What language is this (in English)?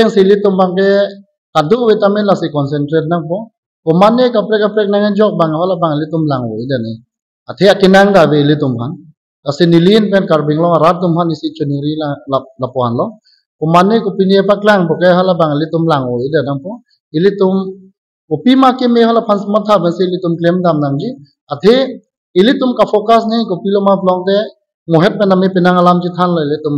Karbi